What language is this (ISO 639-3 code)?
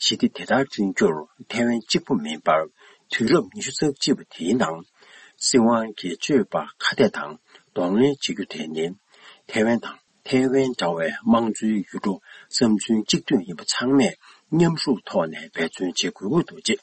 bod